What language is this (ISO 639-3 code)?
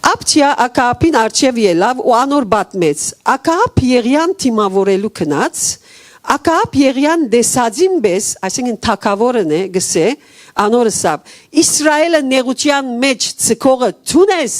hyw